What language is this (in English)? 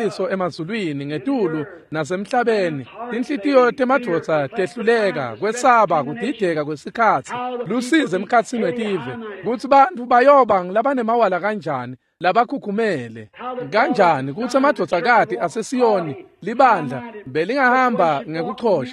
Swati